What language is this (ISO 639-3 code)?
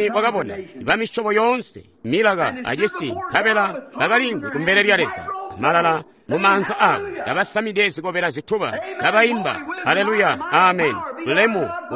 toi